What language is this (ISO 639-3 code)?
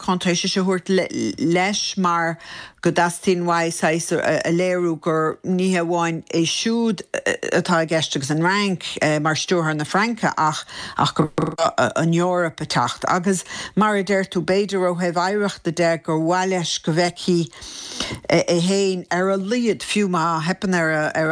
gle